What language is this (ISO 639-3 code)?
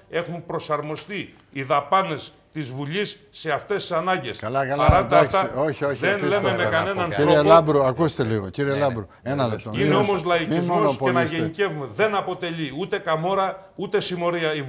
ell